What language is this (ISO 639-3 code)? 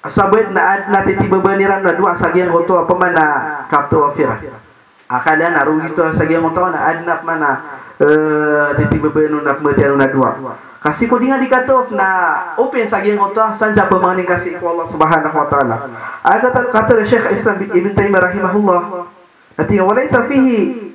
mrw